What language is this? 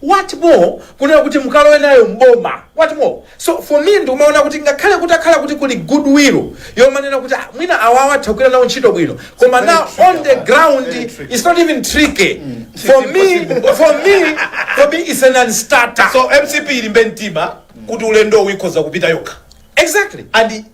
Nyanja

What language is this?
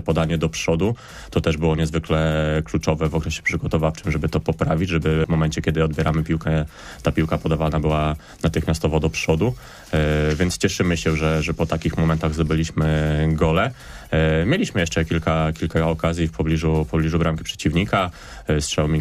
Polish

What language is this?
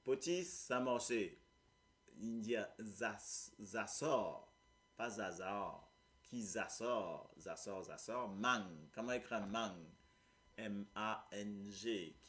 Morisyen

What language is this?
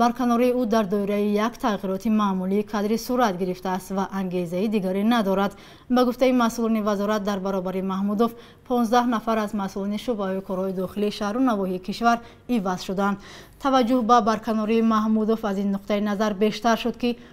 Tajik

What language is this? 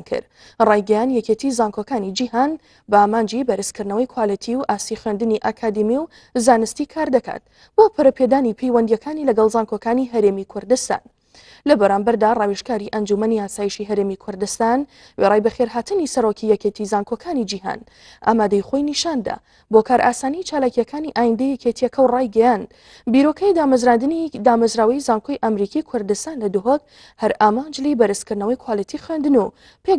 Central Kurdish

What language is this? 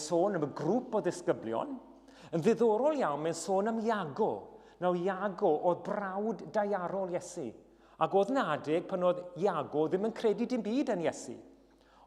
Welsh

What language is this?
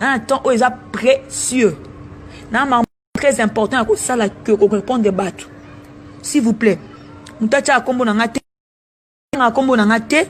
Lingala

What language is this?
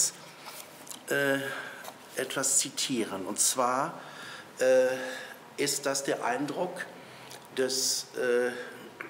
German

